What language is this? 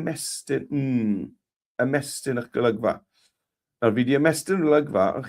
Welsh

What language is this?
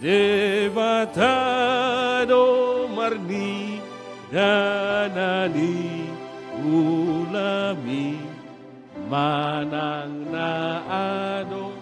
Batak Toba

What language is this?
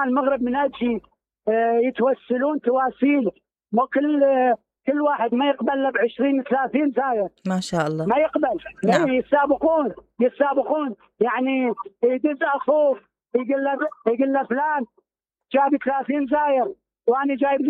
Mesopotamian Arabic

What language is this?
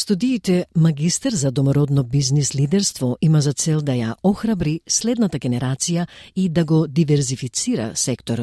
Macedonian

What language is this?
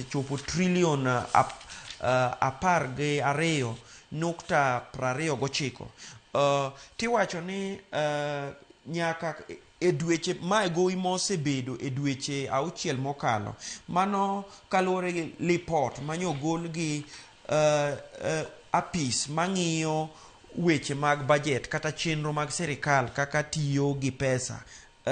Luo (Kenya and Tanzania)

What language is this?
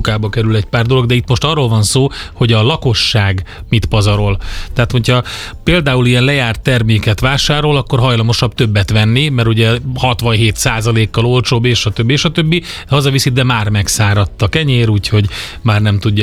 Hungarian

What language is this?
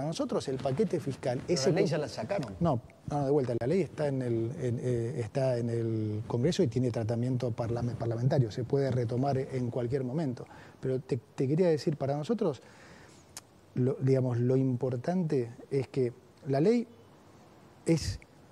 Spanish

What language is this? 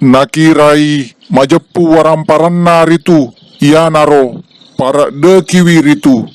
Buginese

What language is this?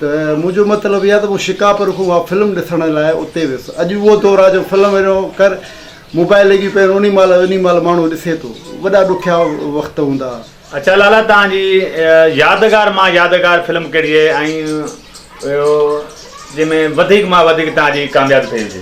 Sindhi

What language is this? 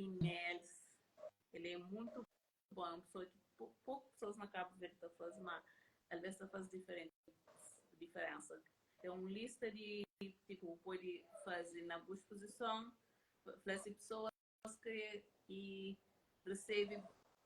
Kabuverdianu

